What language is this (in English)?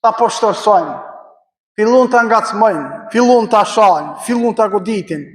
Albanian